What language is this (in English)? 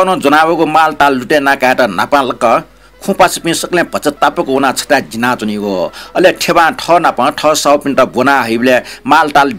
Newari